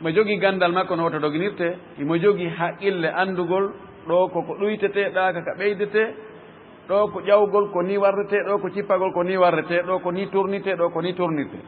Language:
Fula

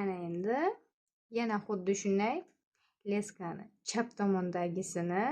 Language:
Uzbek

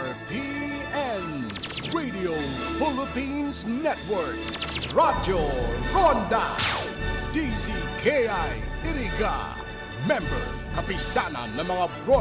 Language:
Bikol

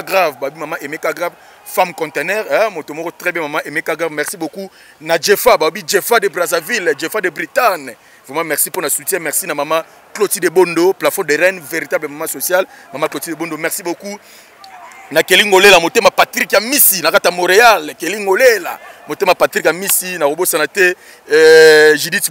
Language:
Lingala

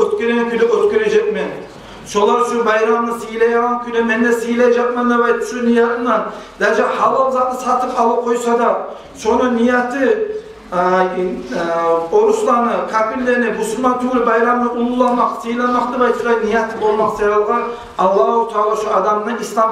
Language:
Kumyk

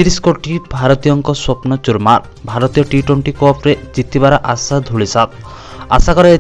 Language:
Odia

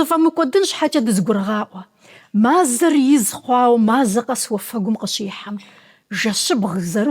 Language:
Kabardian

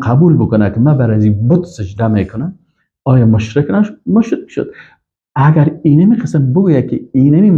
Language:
Persian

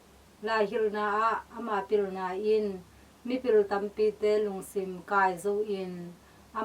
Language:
Tedim Chin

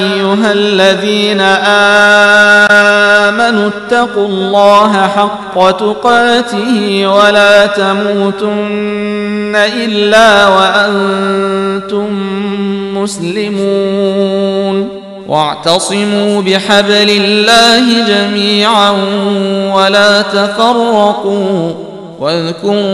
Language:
Arabic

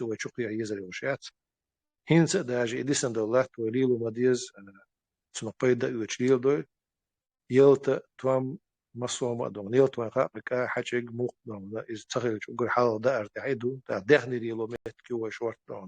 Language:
Chechen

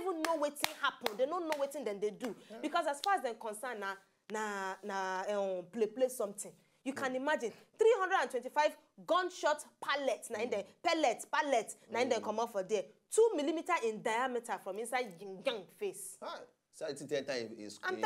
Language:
Nigerian Pidgin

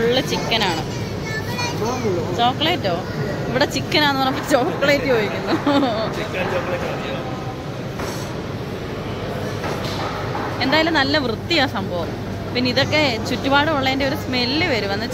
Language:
Malayalam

